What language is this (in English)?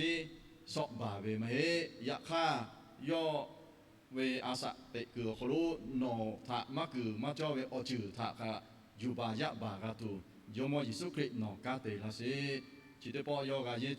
Lahu